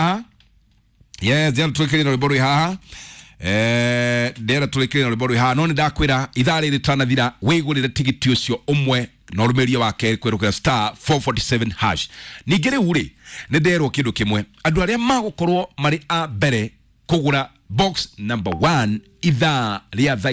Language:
Kikuyu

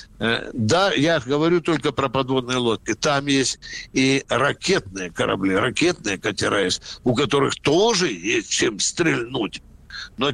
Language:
Russian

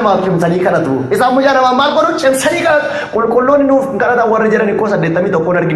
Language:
Oromo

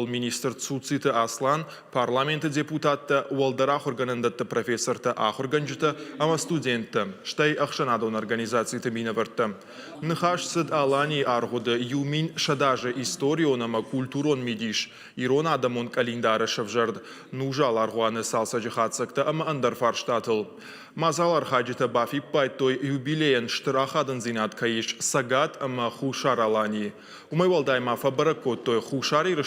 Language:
Ossetic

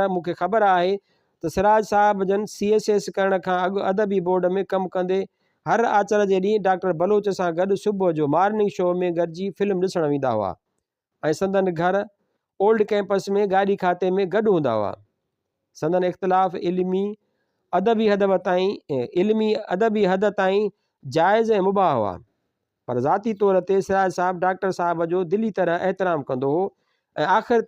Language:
Sindhi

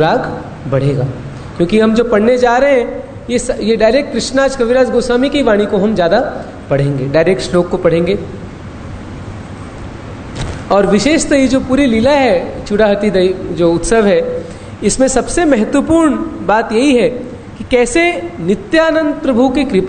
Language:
Hindi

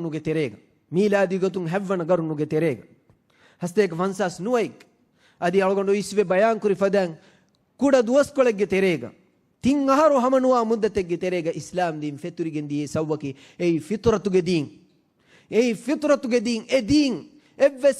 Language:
Divehi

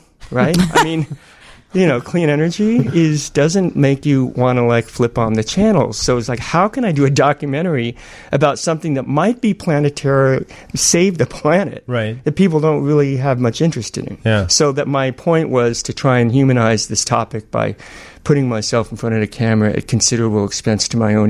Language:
English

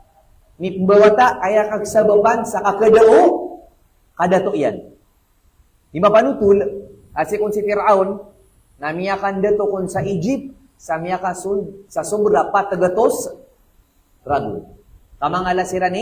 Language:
Maranao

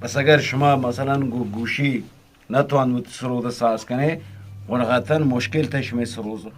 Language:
Eastern Balochi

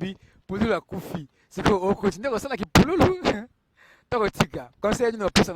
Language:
Lingala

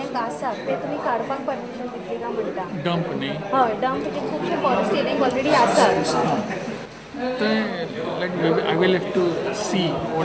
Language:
Konkani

